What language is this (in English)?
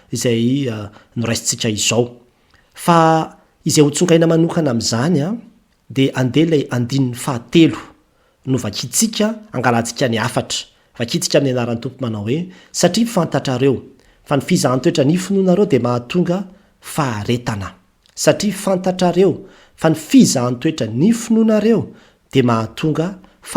Malagasy